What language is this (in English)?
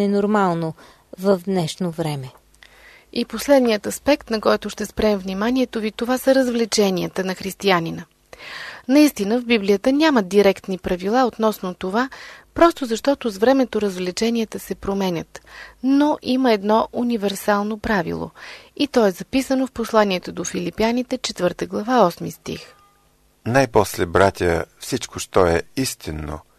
Bulgarian